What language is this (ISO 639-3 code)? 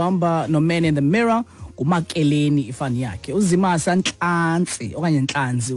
xho